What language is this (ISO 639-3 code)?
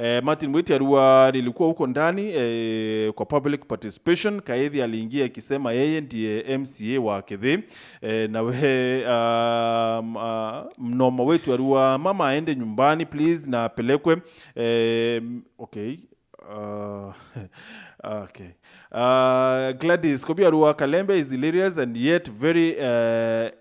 mer